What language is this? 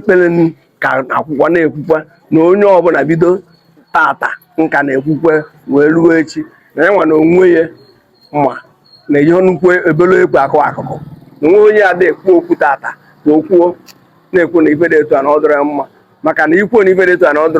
Igbo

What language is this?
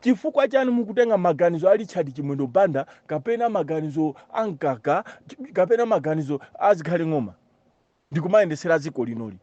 Nyanja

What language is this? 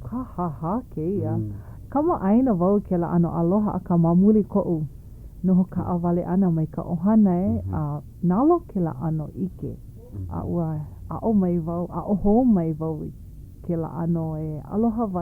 Hawaiian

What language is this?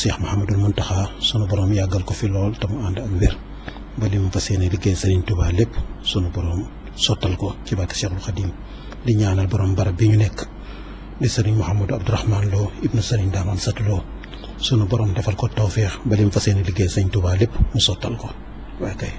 Wolof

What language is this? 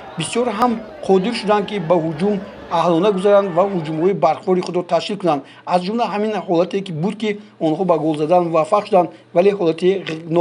Tajik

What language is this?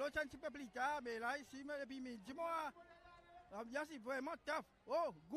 Seselwa Creole French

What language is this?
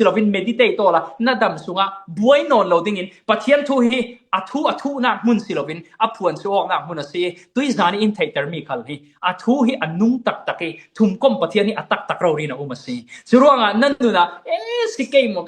Falam Chin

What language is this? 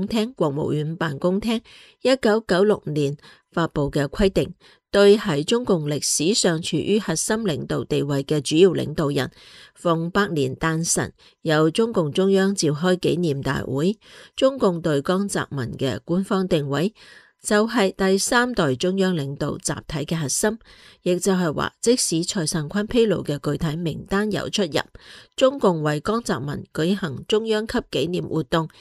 Cantonese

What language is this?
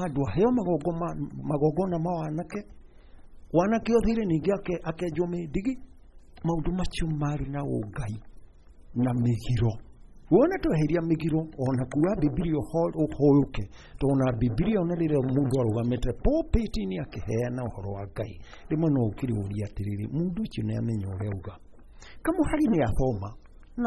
Kikuyu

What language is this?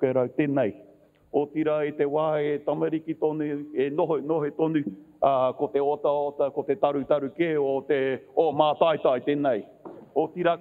Māori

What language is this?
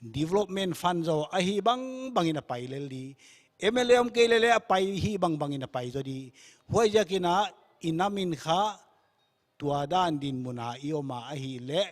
Paite Chin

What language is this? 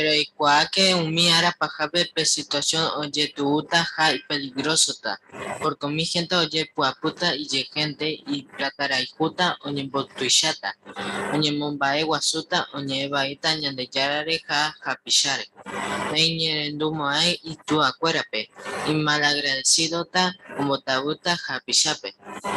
Guarani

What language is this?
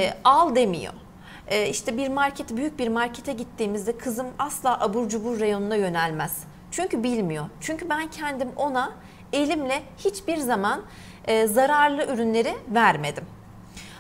Turkish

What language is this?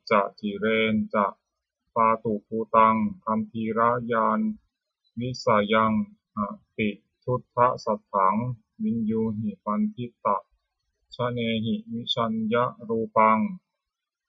Pali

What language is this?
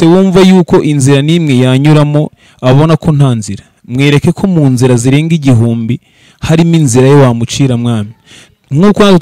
Kinyarwanda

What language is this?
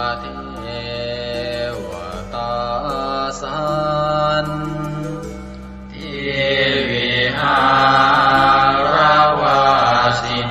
Pali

